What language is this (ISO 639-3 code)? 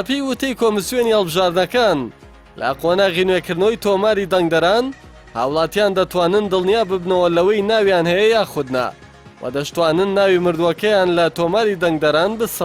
ckb